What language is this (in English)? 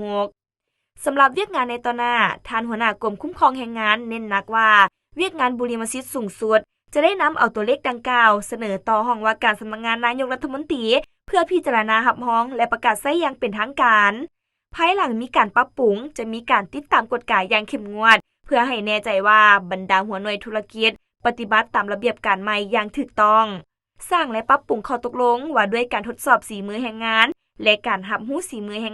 Lao